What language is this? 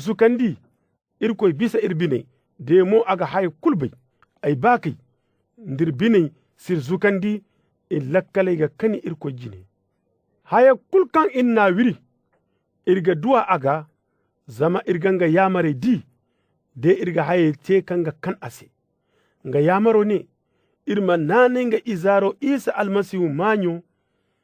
Zarma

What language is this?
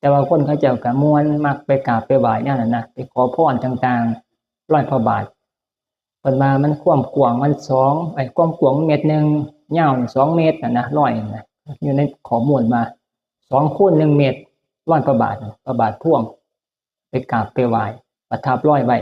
Northeastern Thai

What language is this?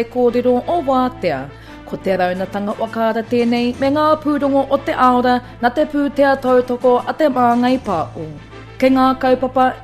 Māori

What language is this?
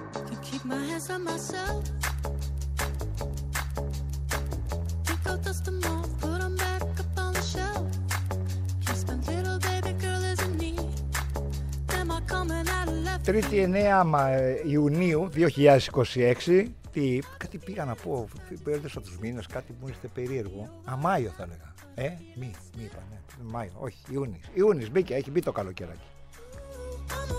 Greek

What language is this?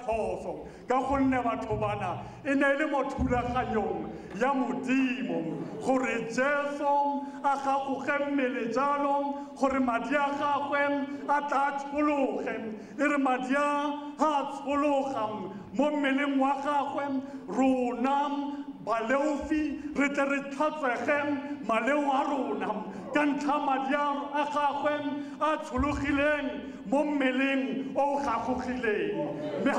Tswana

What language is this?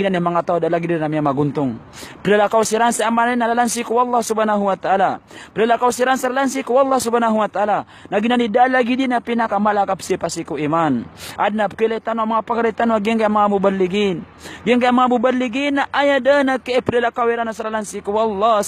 Maranao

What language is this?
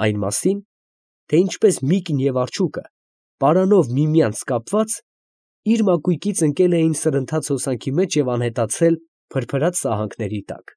Armenian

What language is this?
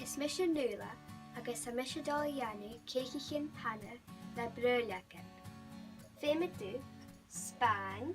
Scottish Gaelic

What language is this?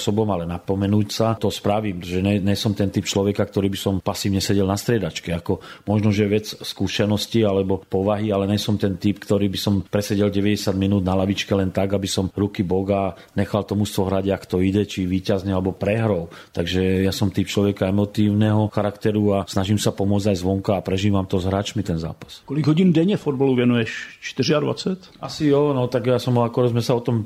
Slovak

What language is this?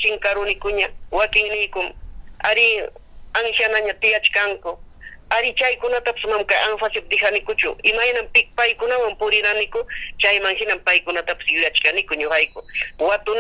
Ayacucho Quechua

